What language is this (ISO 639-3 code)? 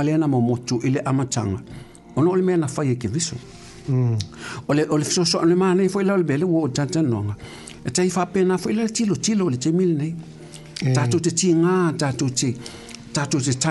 smo